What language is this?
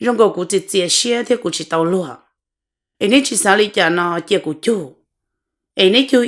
Hmong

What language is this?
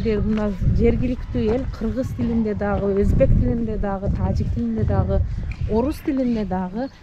Kyrgyz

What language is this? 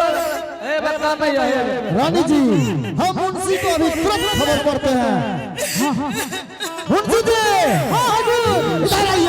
Angika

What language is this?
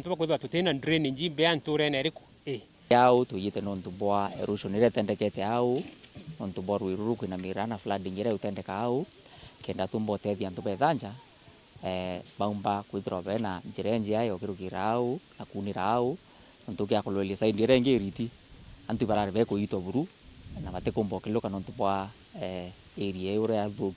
Meru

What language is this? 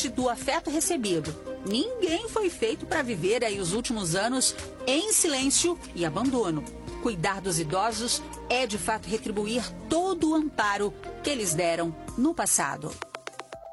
Portuguese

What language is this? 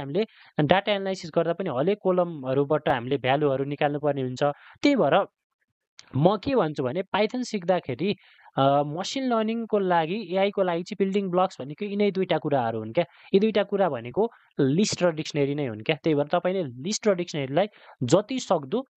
Nepali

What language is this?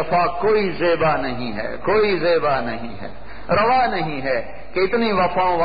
Urdu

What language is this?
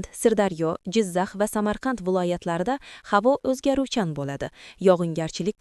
Uzbek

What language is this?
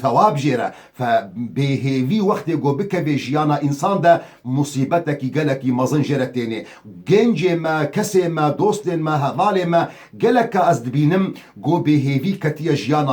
Kurdish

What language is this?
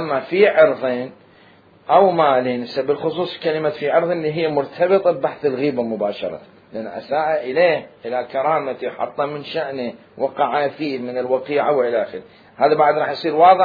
Mesopotamian Arabic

